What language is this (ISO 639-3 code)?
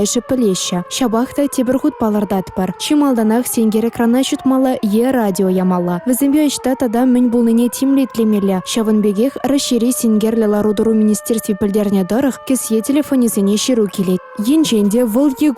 chv